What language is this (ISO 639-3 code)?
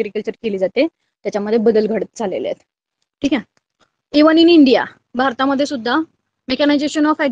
mar